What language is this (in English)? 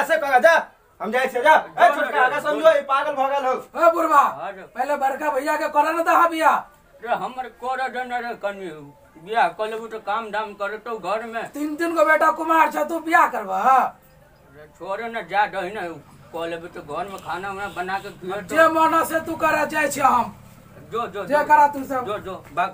Maithili